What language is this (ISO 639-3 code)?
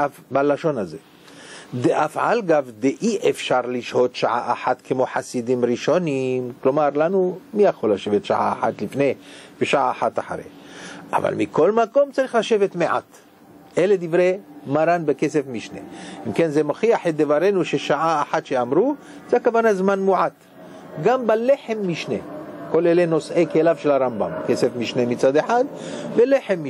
heb